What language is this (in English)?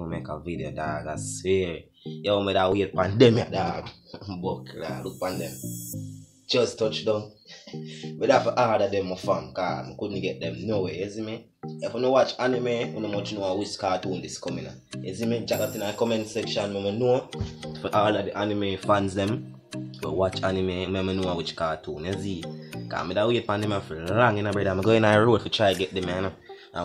Jamaican Creole English